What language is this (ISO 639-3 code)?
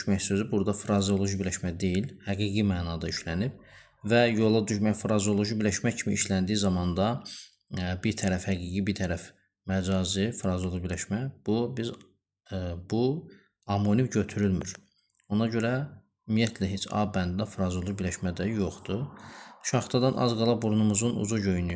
aze